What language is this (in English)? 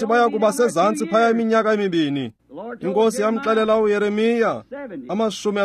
Xhosa